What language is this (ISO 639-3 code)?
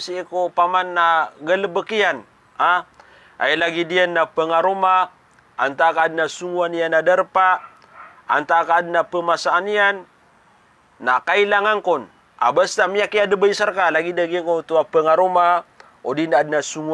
mrw